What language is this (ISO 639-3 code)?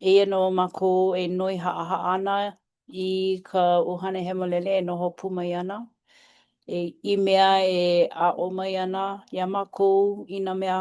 haw